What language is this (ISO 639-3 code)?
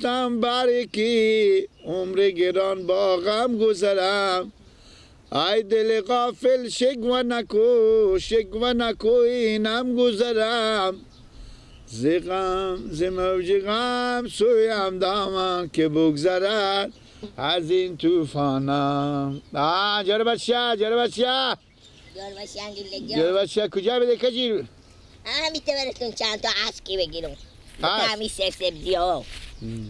fas